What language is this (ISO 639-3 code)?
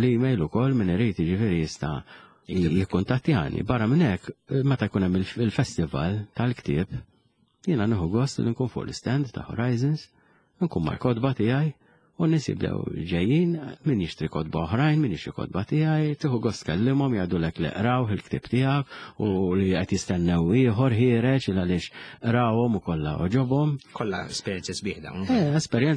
mlt